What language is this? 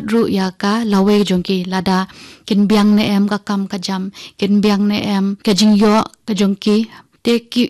Khasi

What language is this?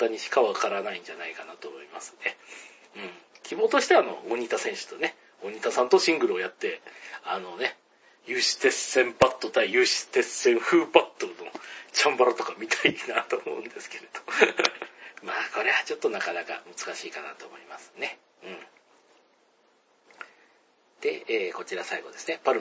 Japanese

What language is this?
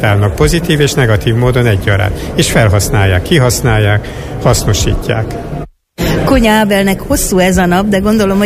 Hungarian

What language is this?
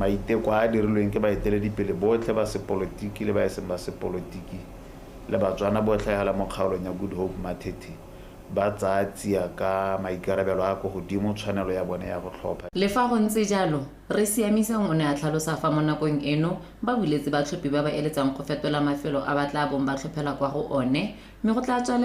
Tswana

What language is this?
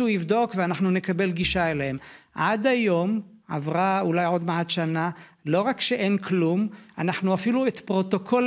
Hebrew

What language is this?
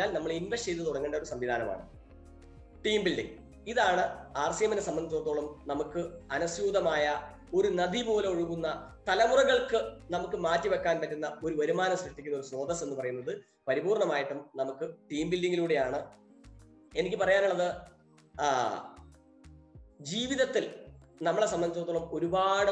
Malayalam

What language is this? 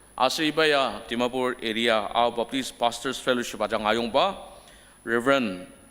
Ao Naga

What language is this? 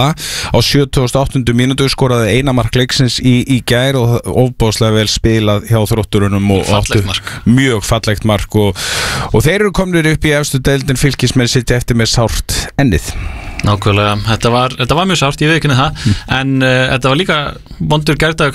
Icelandic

